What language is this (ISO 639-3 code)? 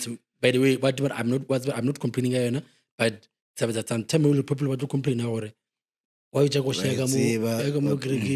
nso